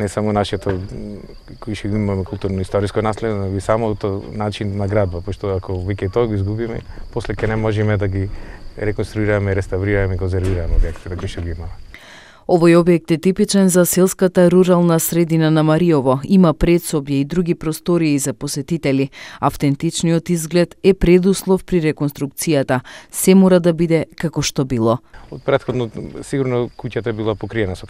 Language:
Macedonian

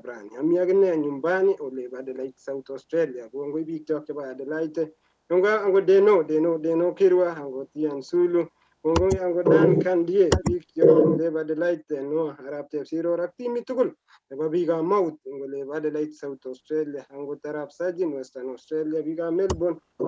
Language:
Kalenjin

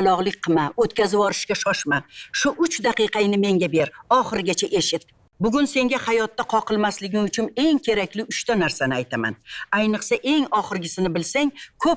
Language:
Uzbek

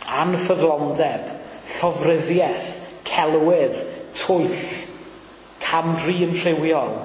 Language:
Welsh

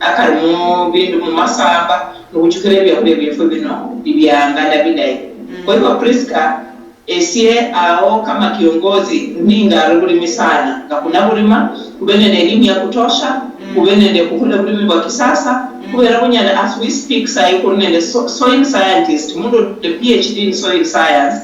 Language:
Luyia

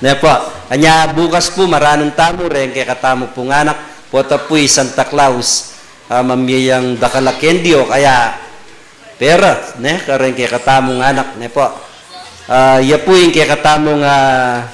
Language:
Pampanga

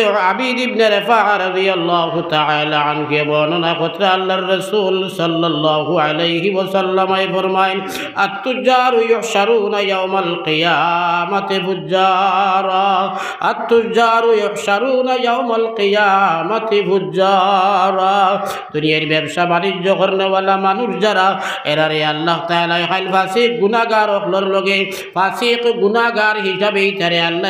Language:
Sylheti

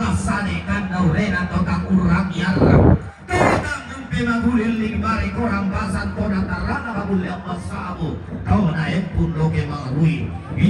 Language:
Toraja-Sa'dan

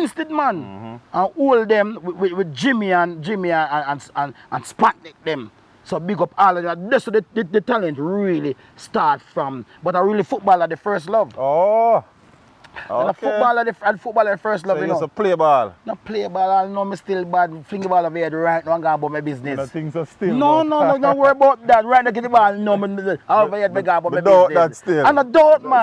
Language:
Jamaican Creole English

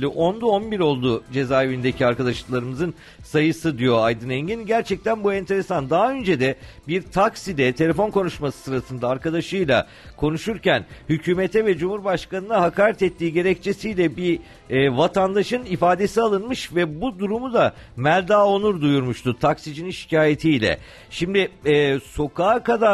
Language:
Turkish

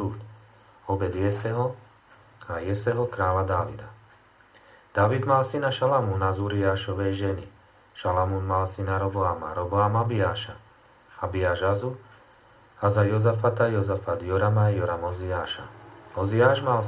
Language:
Slovak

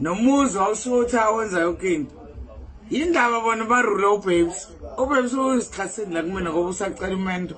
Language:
Zulu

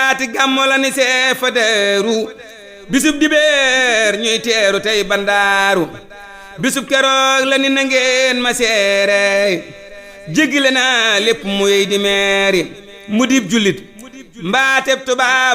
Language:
Wolof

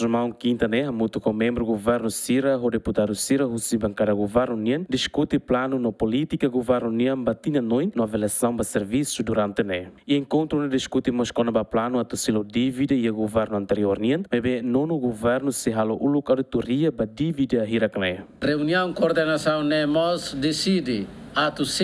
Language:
Tetum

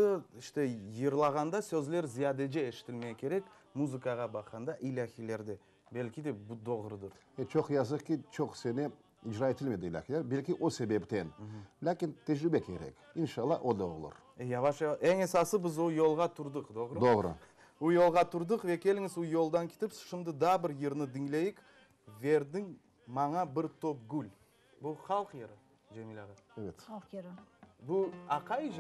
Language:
Crimean Tatar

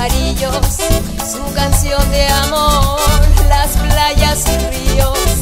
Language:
Spanish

